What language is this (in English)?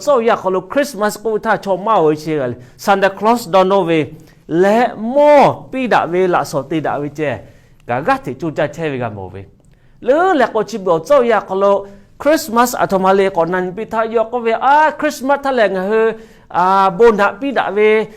Lahu